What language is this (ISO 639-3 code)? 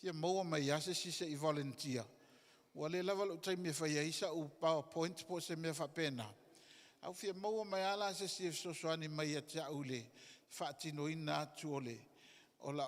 smo